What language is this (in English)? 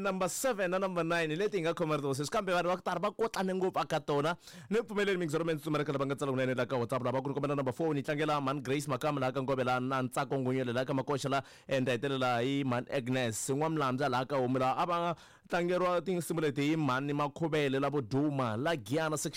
Tsonga